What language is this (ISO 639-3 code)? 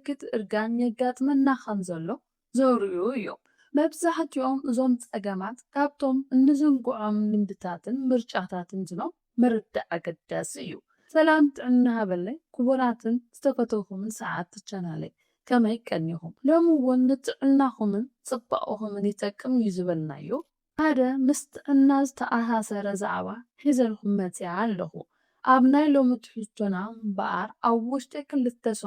tir